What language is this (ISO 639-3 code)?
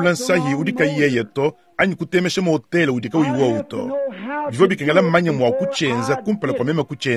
lua